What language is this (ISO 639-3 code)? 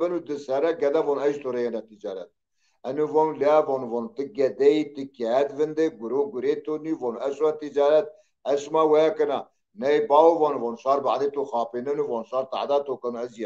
zza